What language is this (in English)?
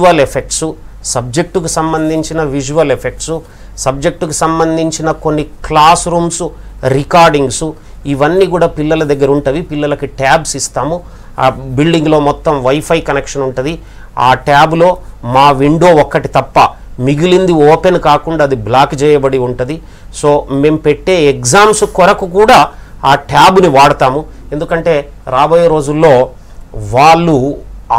Telugu